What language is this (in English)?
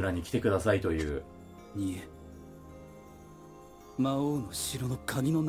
Japanese